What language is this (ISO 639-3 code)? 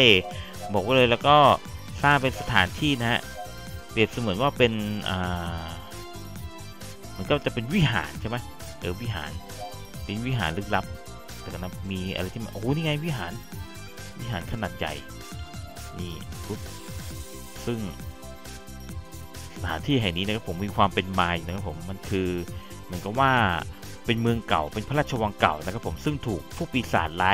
tha